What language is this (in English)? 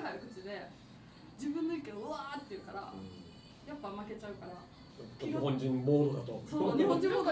Japanese